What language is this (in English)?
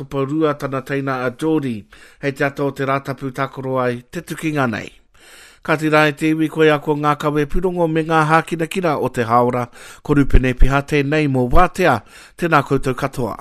Māori